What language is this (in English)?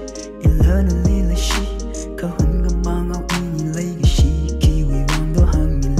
Tangkhul Naga (India)